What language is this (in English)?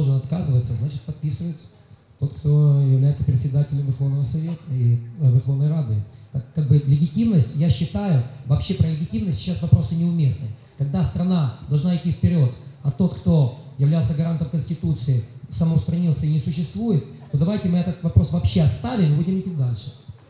Russian